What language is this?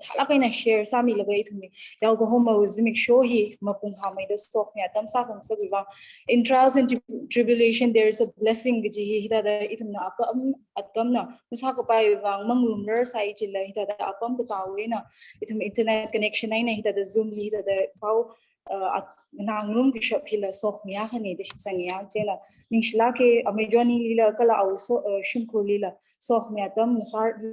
Tangkhul Naga (India)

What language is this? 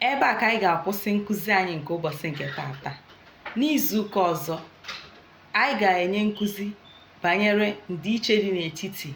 Igbo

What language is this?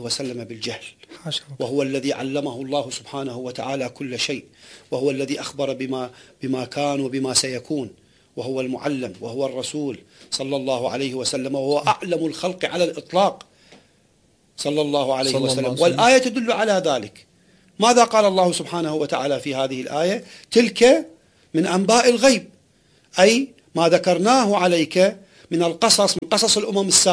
Arabic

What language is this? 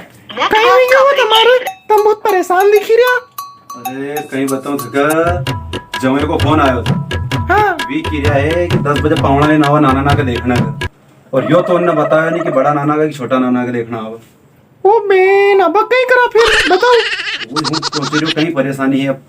Rajasthani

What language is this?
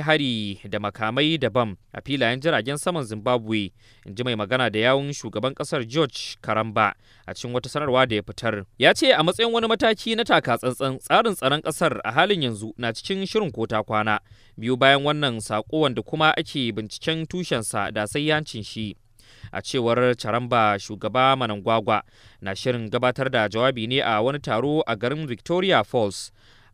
Hausa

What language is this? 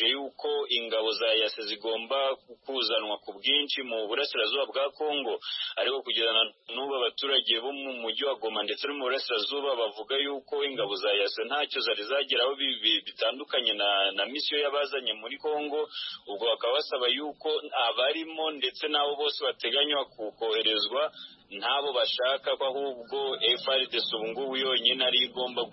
Kinyarwanda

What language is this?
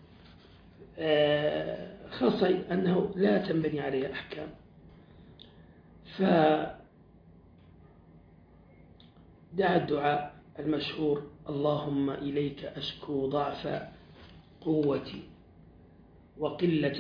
Arabic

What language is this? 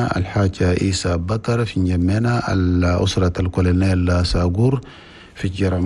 Chadian Arabic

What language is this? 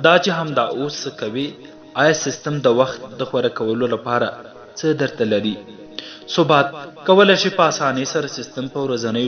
Pashto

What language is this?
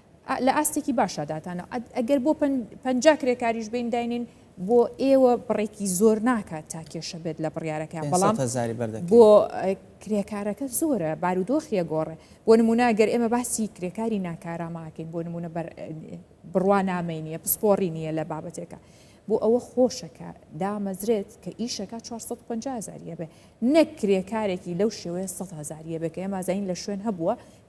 Central Kurdish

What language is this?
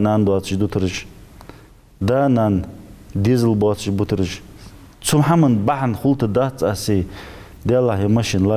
Ingush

